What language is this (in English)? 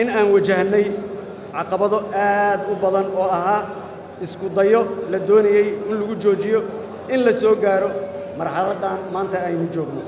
Somali